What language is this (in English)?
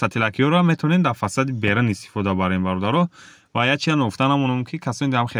Tajik